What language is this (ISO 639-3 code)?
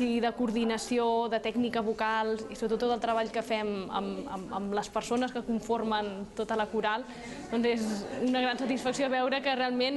cat